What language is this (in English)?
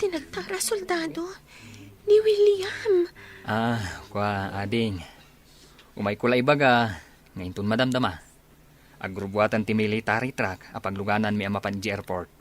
Iloko